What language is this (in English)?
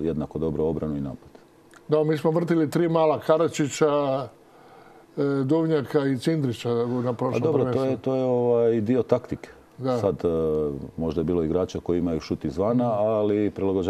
Croatian